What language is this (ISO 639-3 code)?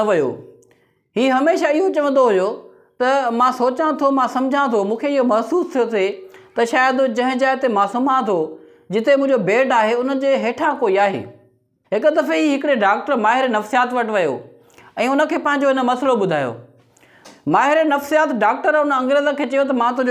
snd